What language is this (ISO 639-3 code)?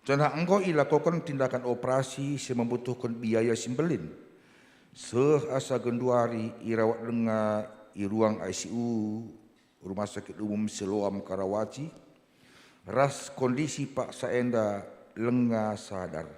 btx